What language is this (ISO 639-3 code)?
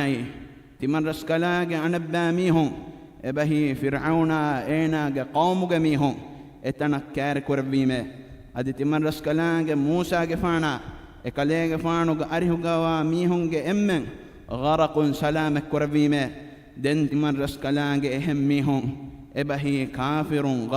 div